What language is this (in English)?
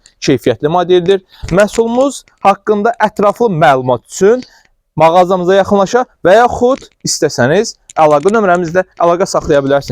Azerbaijani